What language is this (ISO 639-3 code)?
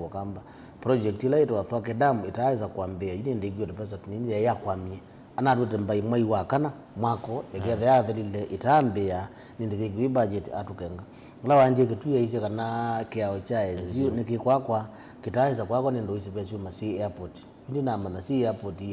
kam